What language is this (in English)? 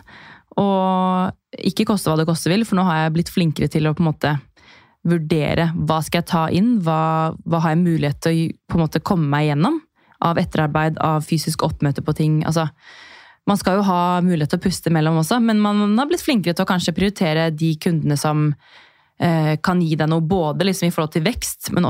Norwegian